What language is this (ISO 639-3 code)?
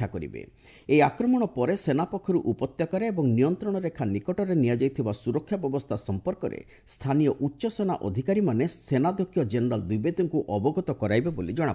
ori